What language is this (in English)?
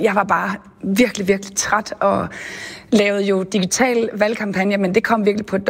Danish